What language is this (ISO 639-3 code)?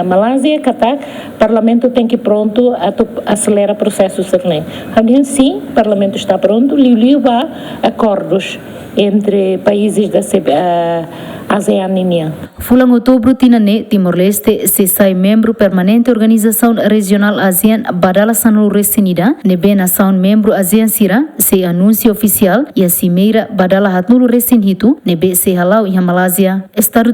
tet